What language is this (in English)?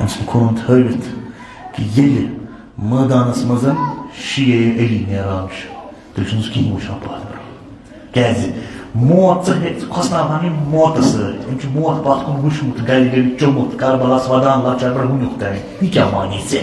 Kashmiri